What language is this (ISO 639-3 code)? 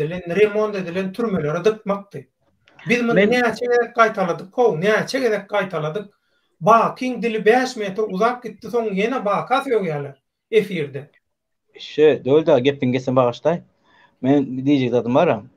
tuk